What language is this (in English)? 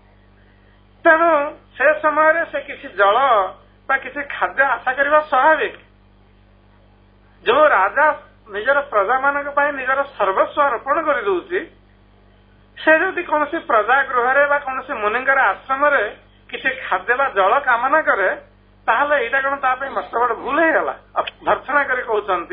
Odia